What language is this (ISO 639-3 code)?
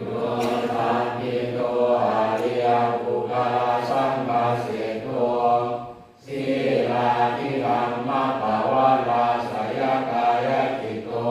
pli